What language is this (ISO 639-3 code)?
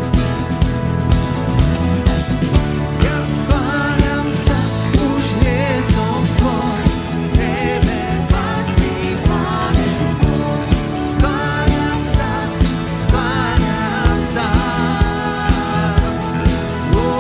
slk